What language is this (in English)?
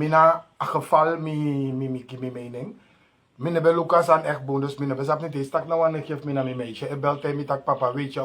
Sranan Tongo